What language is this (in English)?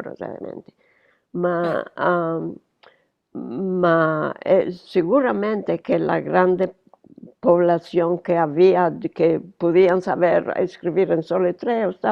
Ladino